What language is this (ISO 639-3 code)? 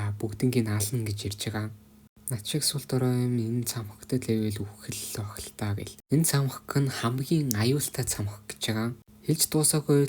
mon